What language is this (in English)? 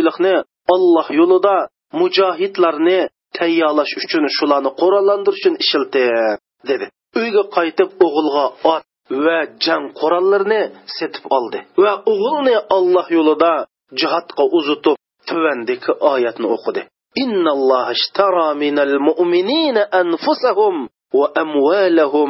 Uyghur